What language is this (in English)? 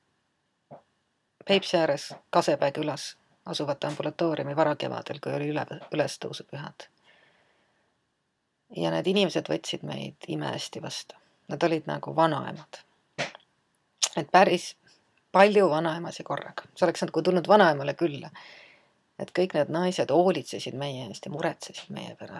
Estonian